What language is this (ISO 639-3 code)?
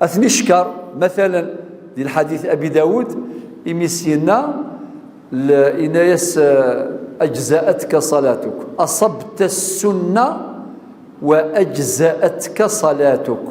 kab